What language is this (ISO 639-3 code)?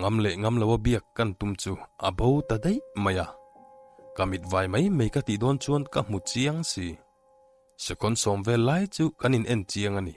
lus